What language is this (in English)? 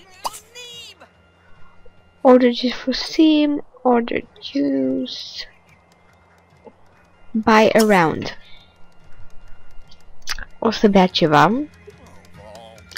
Romanian